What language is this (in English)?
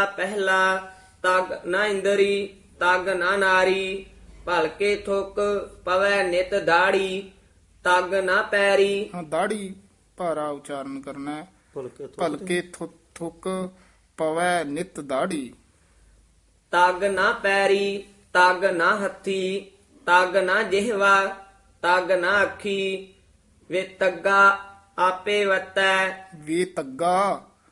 Punjabi